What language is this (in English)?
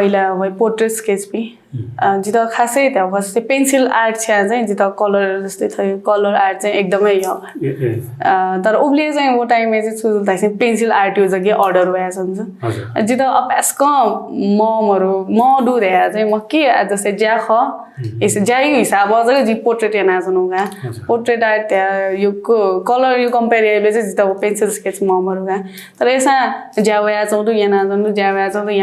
Newari